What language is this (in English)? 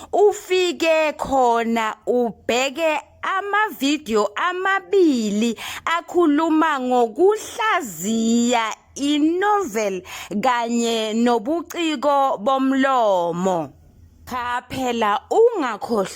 Zulu